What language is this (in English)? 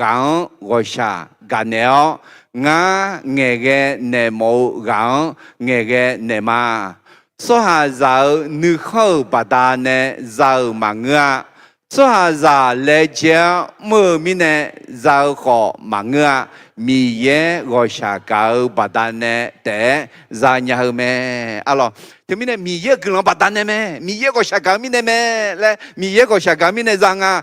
Akha